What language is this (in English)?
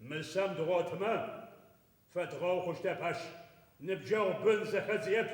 Adyghe